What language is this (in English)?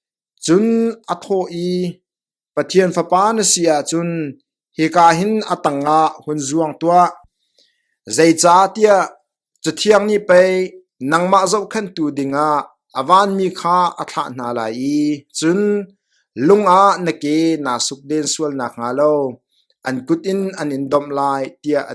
Hakha Chin